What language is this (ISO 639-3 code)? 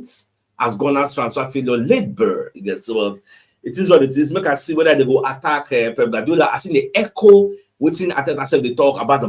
pcm